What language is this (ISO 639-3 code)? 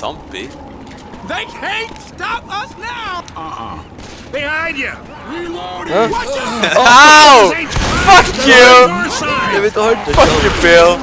fao